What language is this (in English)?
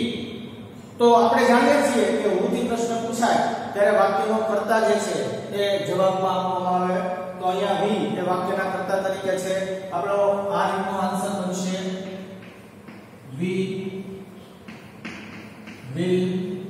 Gujarati